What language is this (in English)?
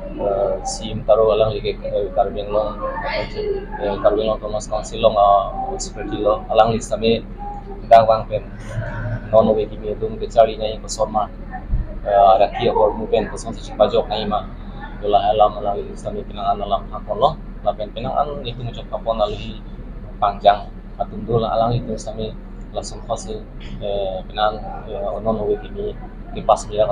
Karbi